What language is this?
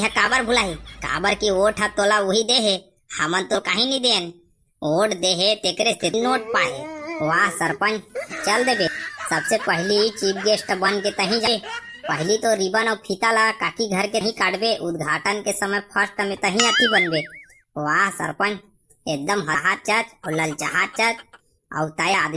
Chhattisgarhi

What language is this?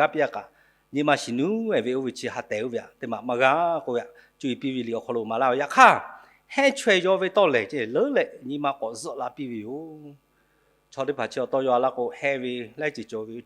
Lahu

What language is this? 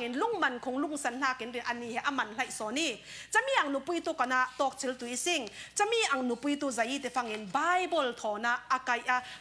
Falam Chin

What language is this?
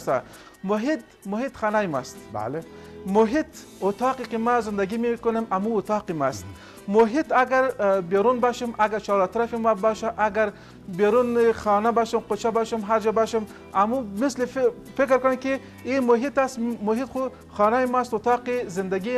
Persian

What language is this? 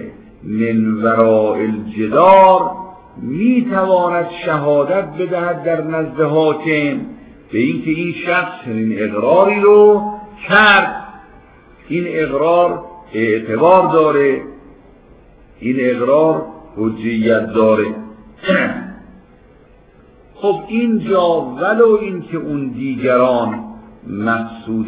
Persian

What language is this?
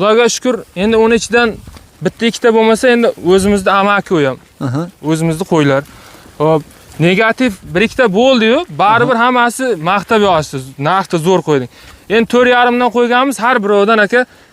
Uzbek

